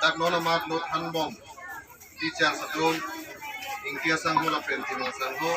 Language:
Karbi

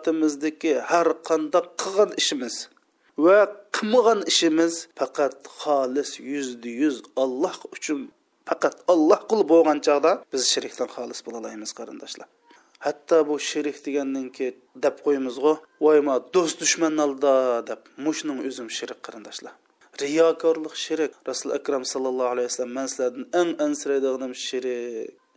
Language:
Uyghur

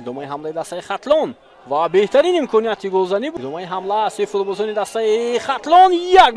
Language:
Tajik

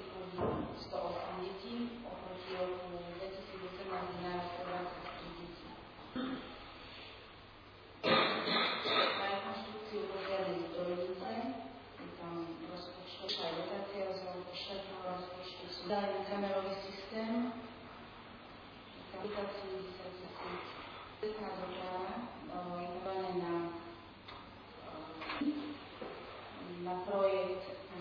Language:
Slovak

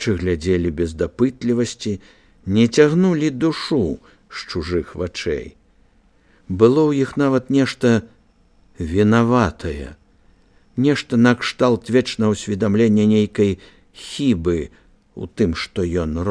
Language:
Belarusian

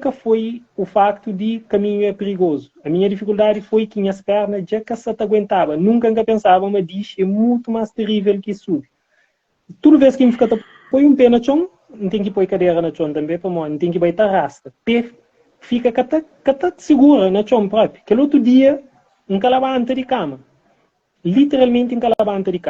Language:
Kabuverdianu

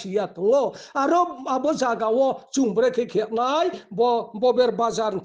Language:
Riang (India)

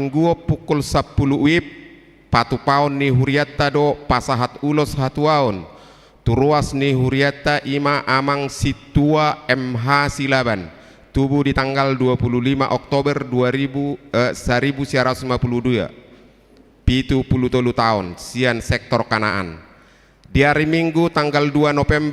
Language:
Batak Toba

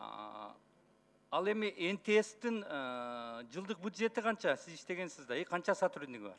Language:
Kyrgyz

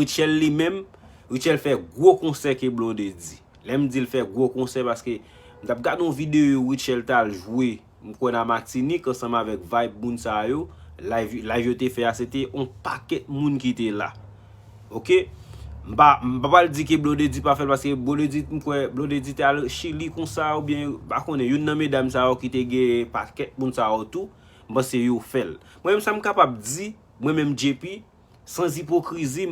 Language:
Haitian Creole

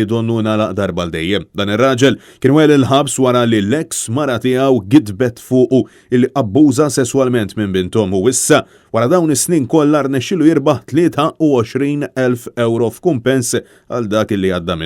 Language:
Maltese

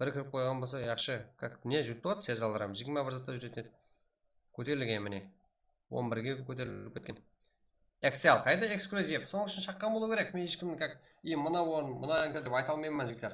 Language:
Kara-Kalpak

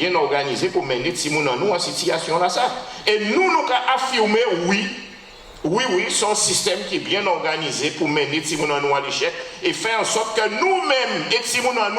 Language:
Guadeloupean Creole French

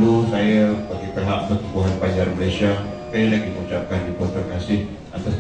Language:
Banjar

